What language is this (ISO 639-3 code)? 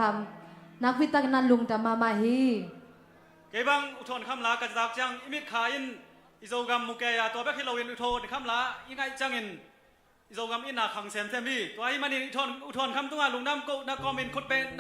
ctd